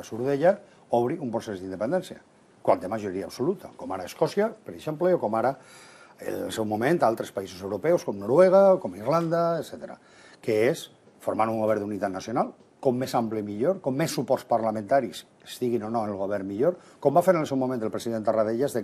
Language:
Catalan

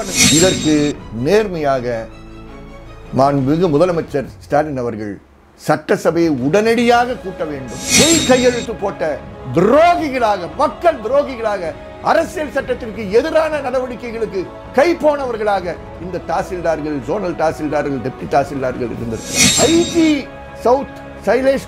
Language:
Tamil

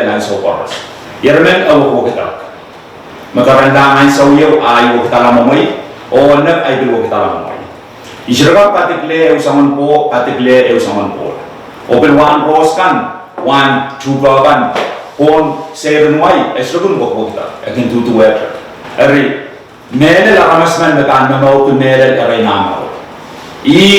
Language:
Pohnpeian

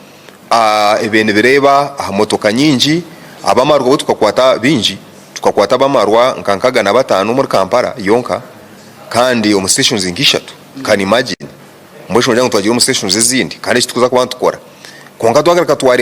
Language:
Nyankole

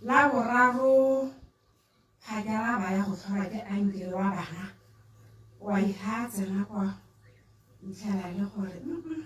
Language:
Tswana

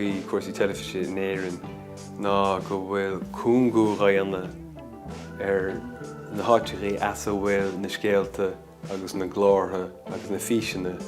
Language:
Irish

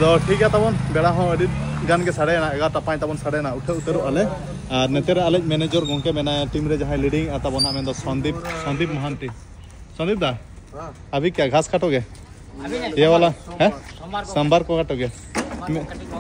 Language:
Santali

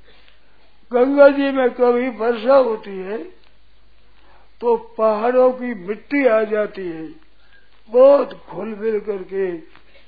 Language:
Hindi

